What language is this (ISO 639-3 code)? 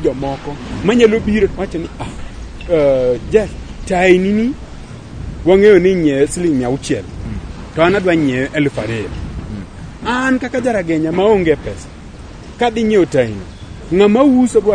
luo